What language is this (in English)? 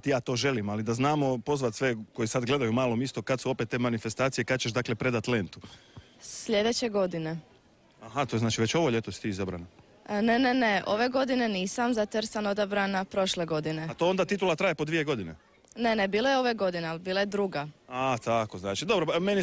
Croatian